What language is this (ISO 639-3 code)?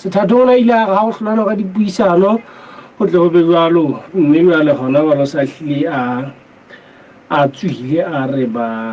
sot